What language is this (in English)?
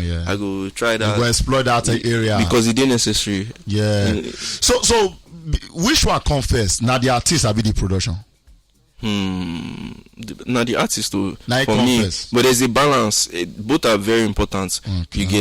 Nigerian Pidgin